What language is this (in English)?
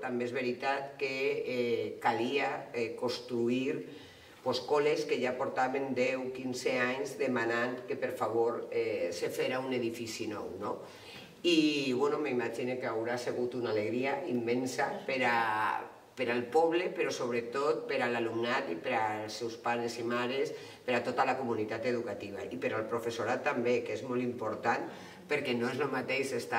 Catalan